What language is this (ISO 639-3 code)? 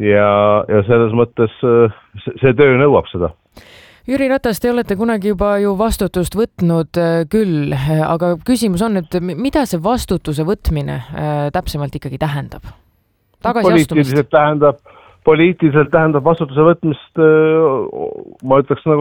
est